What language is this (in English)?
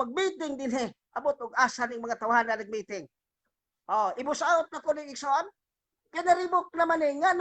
Cebuano